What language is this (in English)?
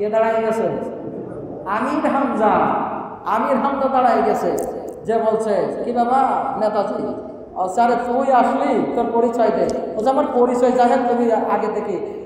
Bangla